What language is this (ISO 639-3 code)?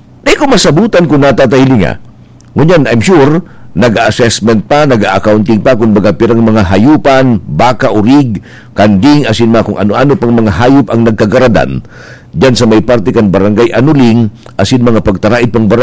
bik